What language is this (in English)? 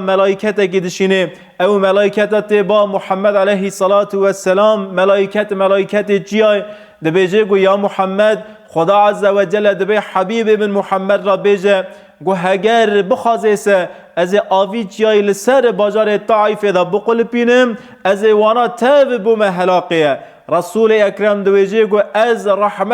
Kurdish